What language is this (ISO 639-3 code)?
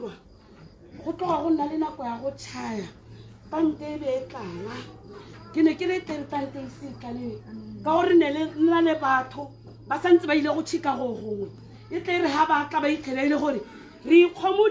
tsn